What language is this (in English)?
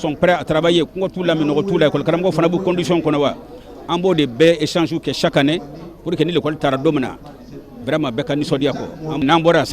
Bambara